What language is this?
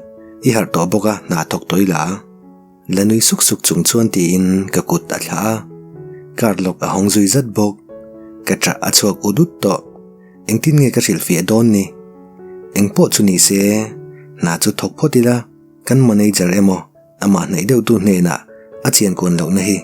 Mizo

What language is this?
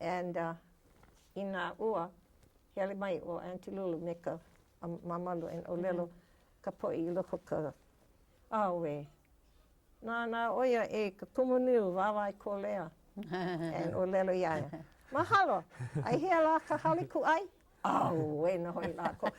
Hawaiian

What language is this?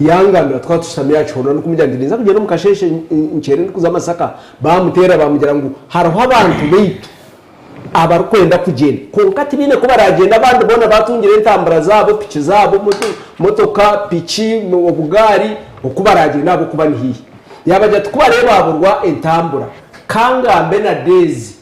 Nyankole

